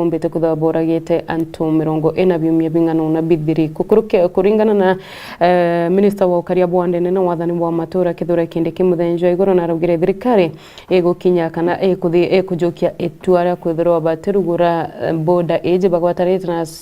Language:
Meru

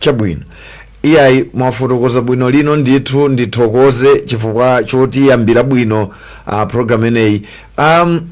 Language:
Nyanja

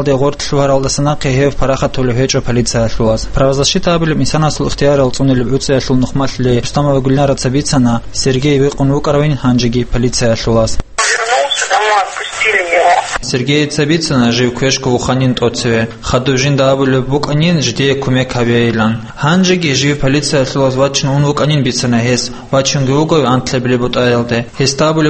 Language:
Avaric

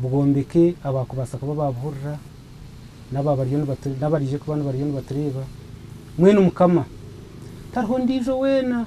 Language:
Nyankole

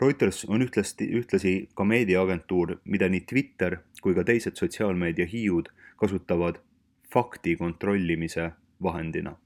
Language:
Estonian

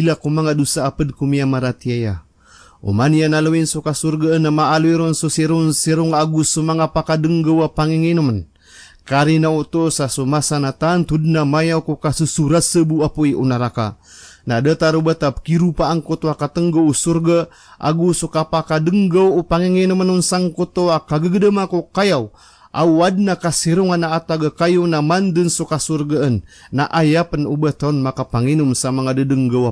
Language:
Maranao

